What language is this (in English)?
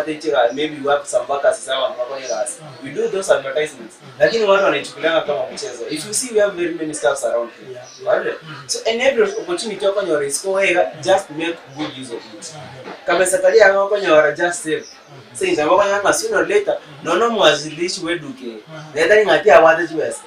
Gusii